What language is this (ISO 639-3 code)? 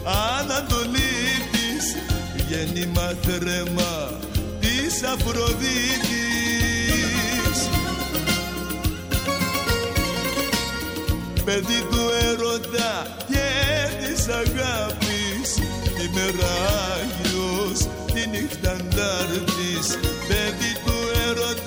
ell